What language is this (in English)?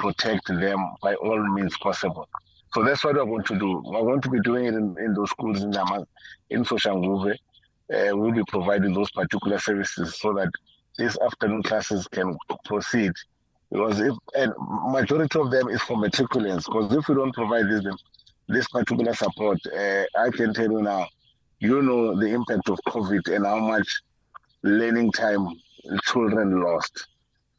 English